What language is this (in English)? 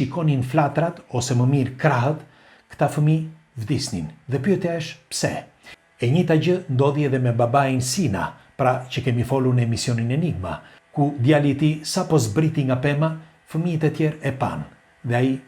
Albanian